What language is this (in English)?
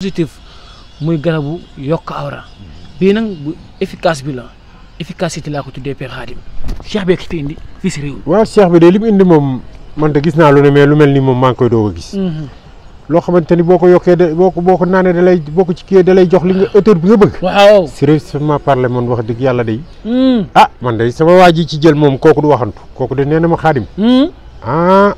Wolof